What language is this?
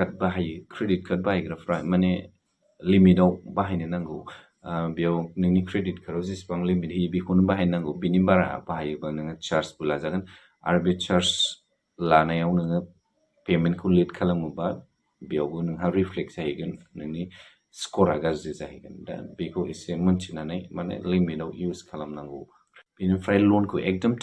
Bodo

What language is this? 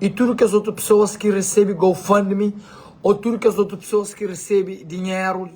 Kabuverdianu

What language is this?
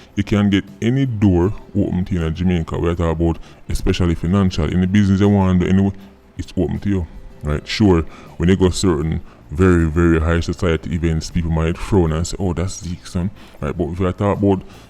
Jamaican Creole English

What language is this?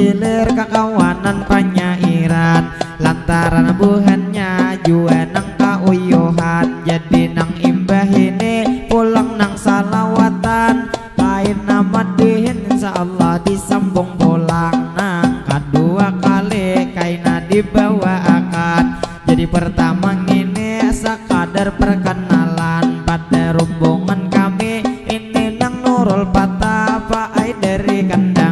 Banjar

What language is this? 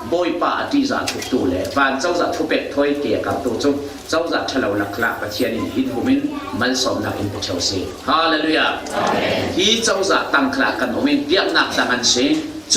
Falam Chin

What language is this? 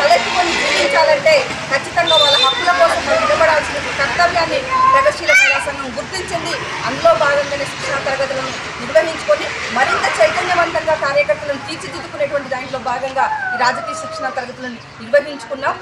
Telugu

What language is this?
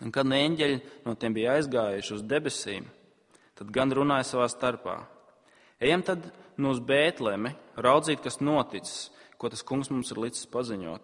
Latvian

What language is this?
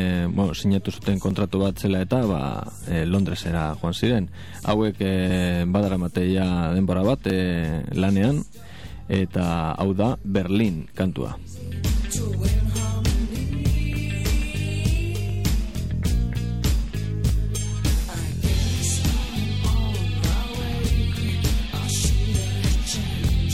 Basque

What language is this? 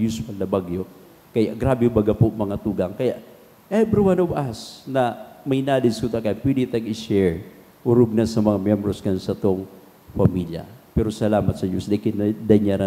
Bikol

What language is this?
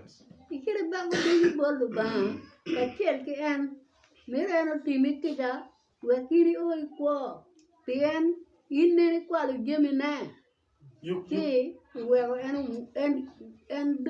Acoli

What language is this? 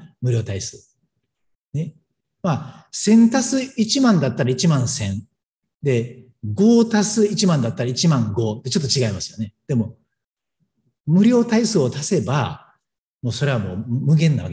Japanese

